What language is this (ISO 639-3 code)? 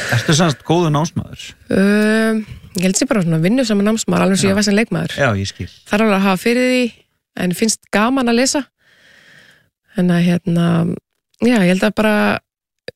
isl